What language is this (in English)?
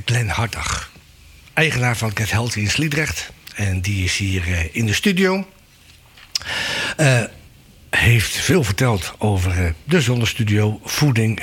Dutch